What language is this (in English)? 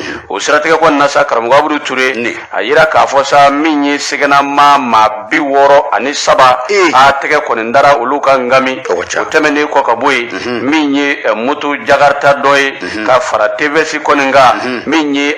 Bambara